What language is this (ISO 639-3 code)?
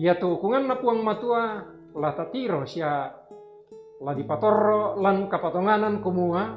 sda